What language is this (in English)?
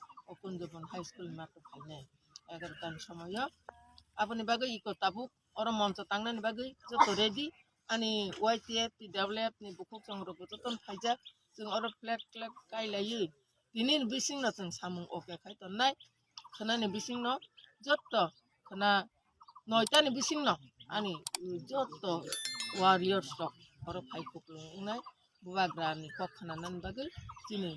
Kok Borok